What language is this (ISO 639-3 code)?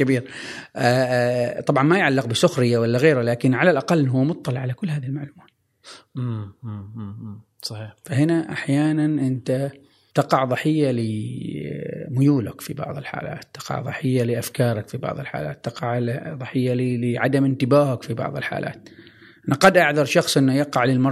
afb